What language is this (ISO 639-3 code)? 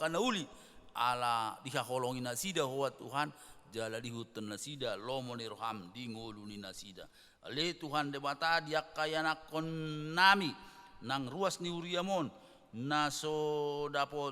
bbc